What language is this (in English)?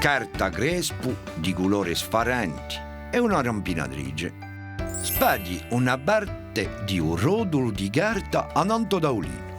Corsican